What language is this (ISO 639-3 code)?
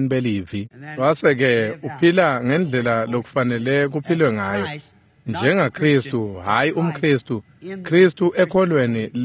ssw